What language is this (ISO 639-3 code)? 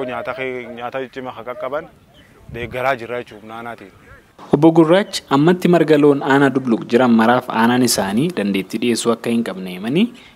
orm